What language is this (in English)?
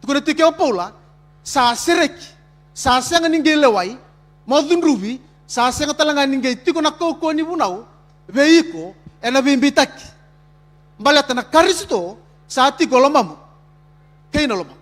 Fijian